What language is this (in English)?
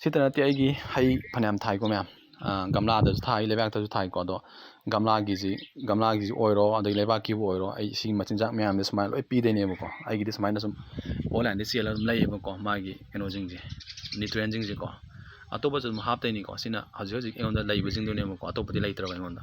Manipuri